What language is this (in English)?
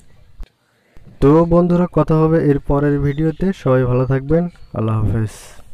Bangla